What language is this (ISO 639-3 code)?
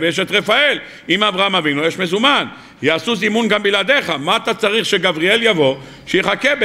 heb